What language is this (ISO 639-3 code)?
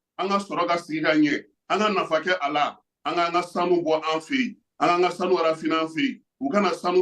bam